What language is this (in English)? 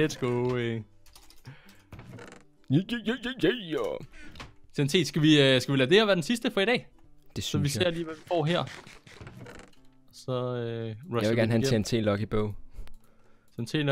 Danish